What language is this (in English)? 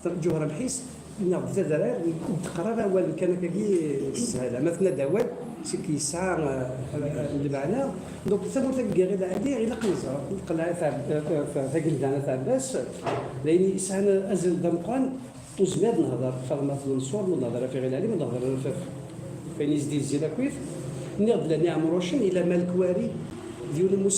Kabyle